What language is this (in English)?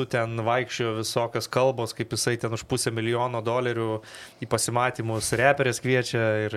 Lithuanian